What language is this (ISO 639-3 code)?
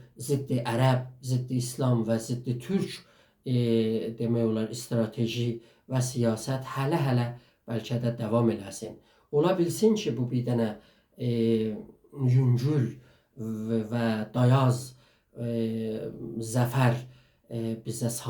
azb